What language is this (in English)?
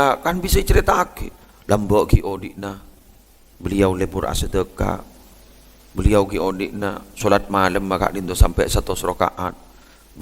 Madurese